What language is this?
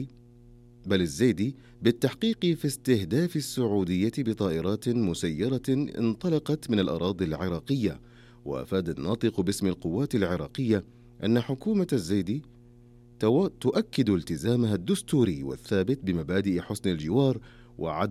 Arabic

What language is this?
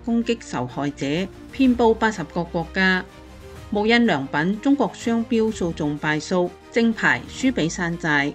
Cantonese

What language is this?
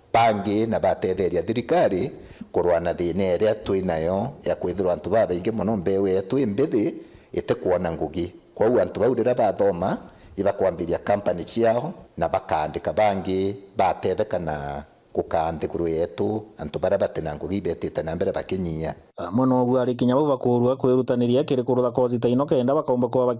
Meru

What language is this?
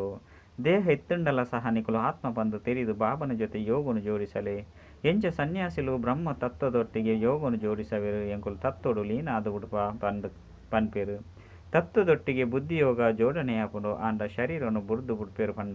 Tulu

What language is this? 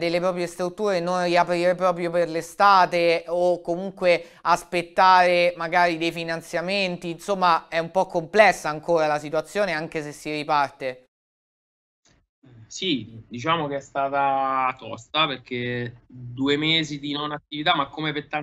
Italian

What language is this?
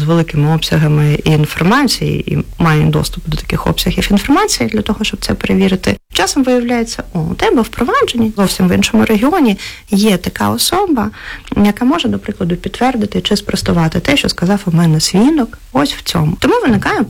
Ukrainian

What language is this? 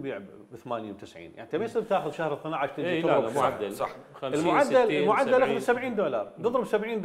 Mesopotamian Arabic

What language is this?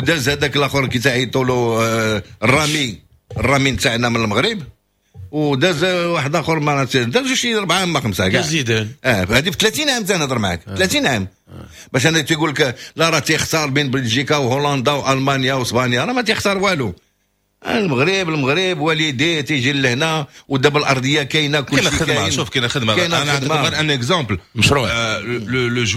Moroccan Arabic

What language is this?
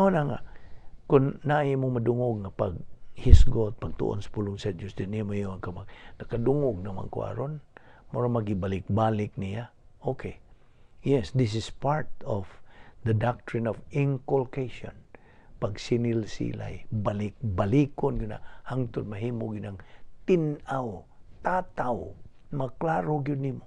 Cebuano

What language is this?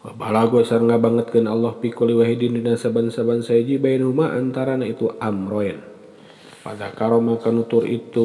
Sundanese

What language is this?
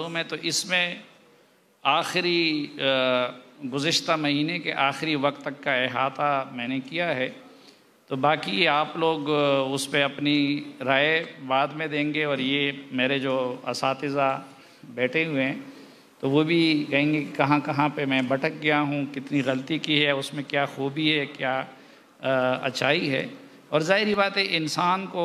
Urdu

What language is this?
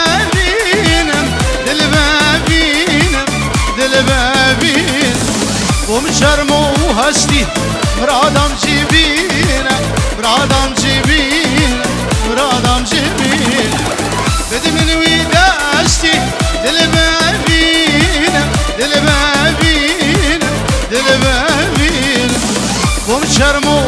Kurdish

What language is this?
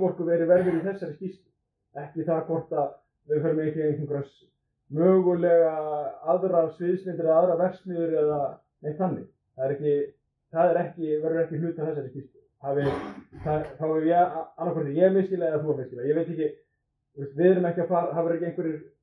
Icelandic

